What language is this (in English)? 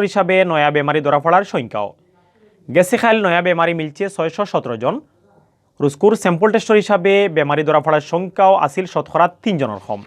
Sylheti